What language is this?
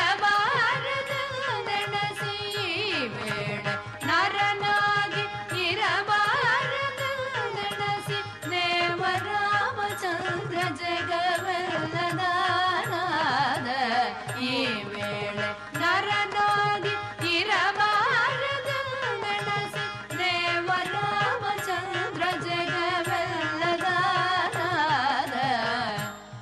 Kannada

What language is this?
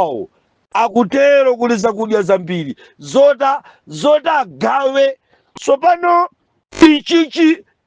Nyanja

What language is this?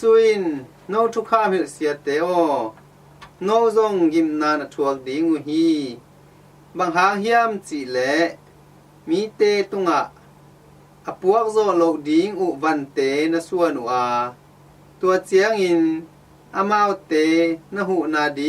Tedim Chin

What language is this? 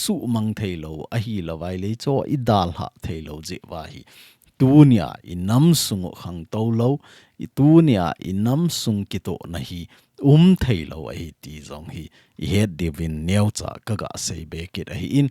Thado Chin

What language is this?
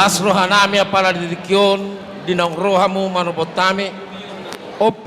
Batak Toba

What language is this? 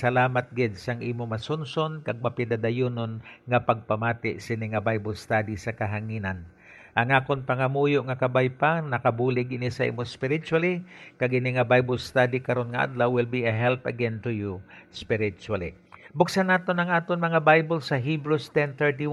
Hiligaynon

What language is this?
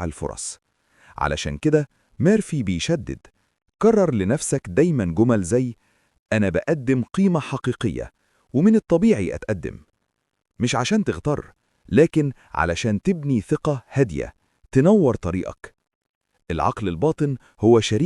Egyptian Arabic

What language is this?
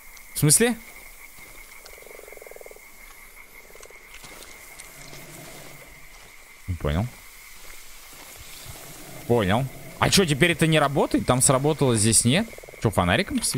Russian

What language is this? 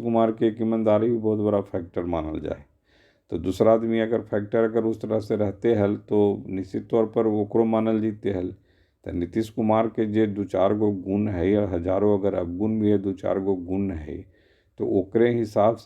Magahi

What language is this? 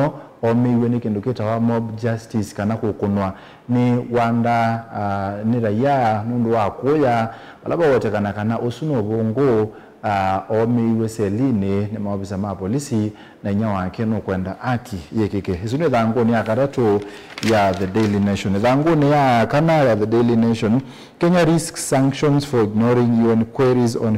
Kamba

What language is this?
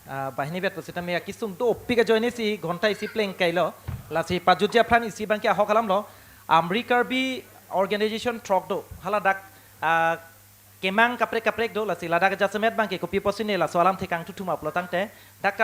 Karbi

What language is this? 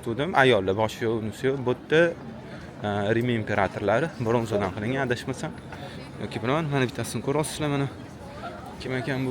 Uzbek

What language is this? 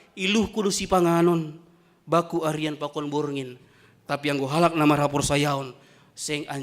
Batak Simalungun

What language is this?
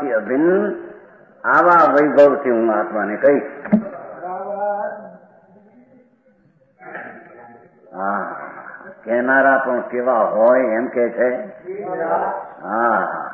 Gujarati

